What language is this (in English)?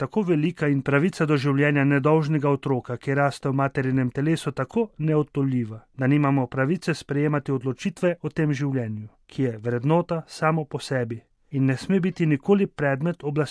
Slovenian